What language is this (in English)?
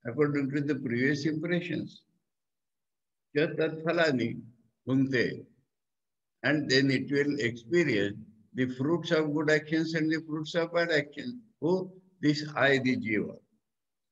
English